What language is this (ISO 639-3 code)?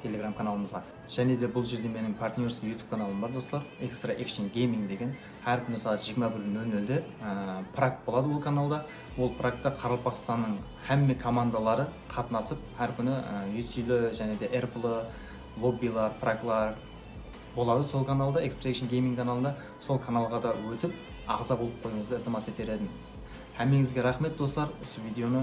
kaa